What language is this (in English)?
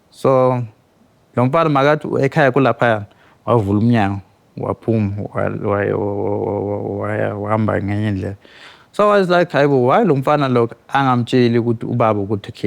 Zulu